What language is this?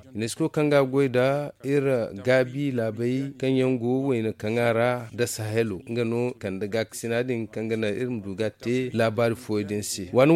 Zarma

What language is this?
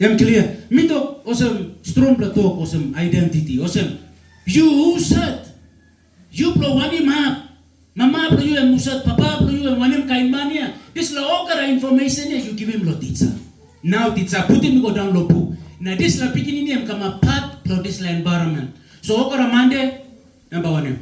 Tok Pisin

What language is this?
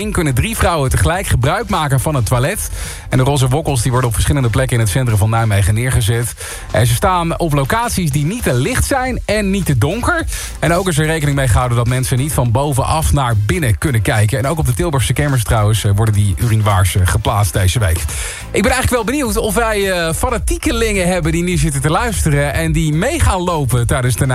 Dutch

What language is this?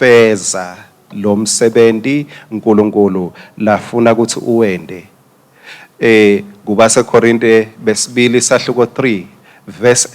Swati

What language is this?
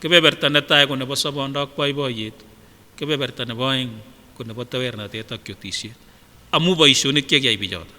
Kipsigis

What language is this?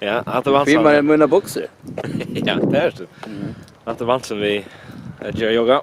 Faroese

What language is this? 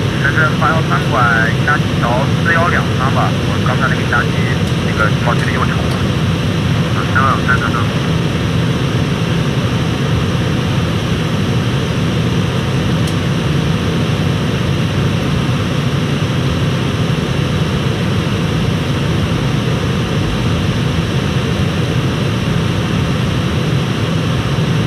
Chinese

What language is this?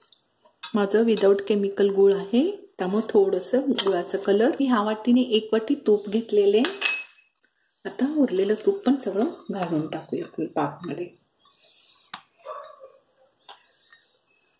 Marathi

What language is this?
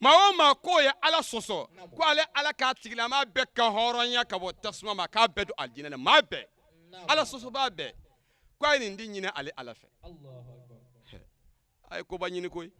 Bambara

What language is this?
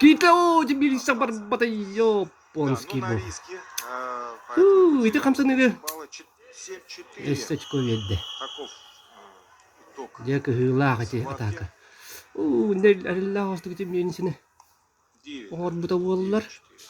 Yakut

